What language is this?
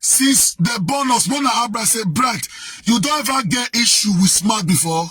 Nigerian Pidgin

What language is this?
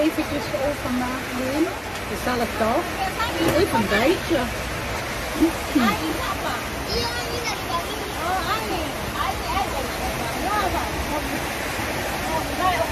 Dutch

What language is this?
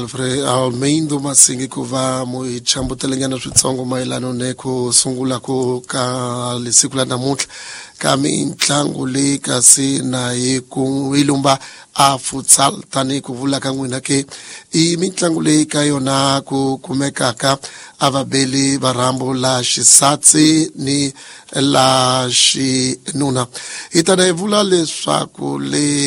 Tsonga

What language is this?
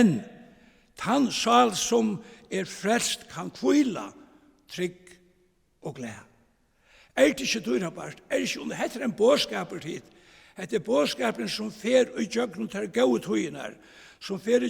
Faroese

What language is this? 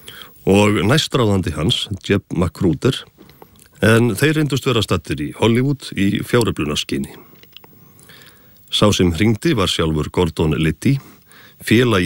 Icelandic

